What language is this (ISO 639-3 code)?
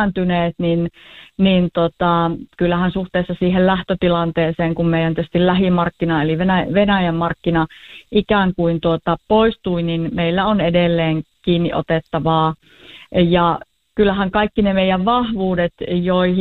fin